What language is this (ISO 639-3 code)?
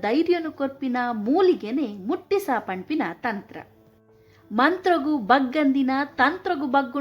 tcy